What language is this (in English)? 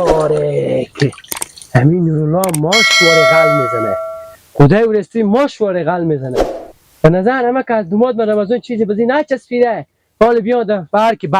Hazaragi